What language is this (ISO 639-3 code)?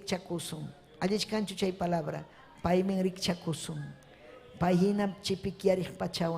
quy